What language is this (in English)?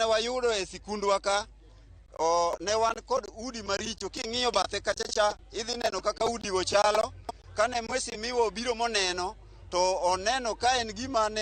Luo (Kenya and Tanzania)